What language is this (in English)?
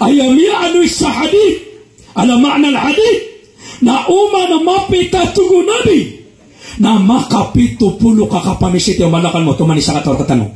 Maranao